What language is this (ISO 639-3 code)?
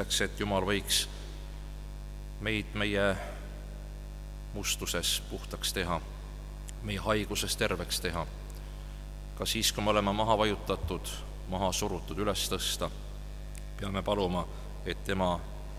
est